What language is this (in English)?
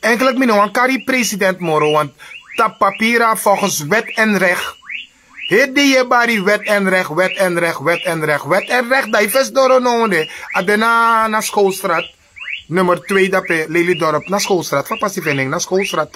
Sranan Tongo